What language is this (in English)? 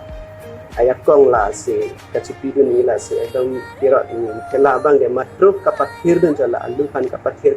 Karbi